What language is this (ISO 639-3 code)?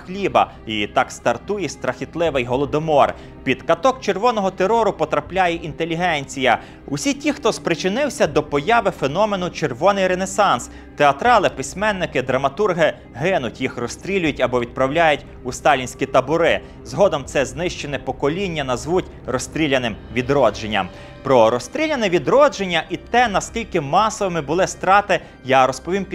ukr